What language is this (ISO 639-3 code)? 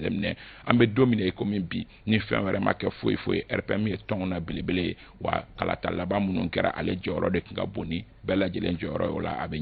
bam